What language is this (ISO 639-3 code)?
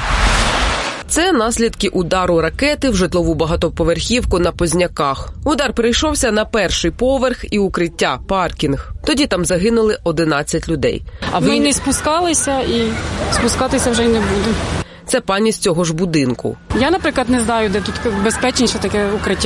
ukr